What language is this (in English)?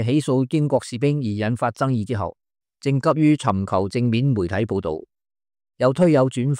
Cantonese